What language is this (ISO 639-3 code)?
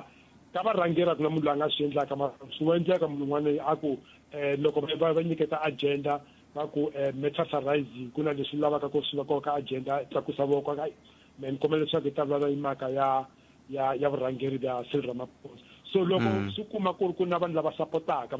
tso